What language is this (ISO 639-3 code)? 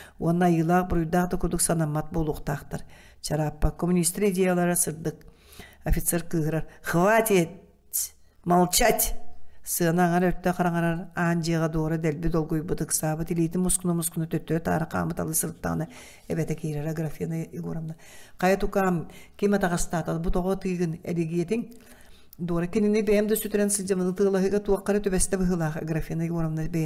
sah